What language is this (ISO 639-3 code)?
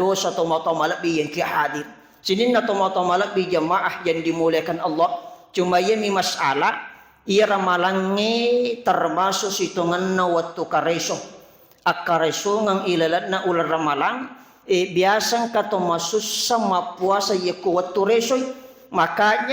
bug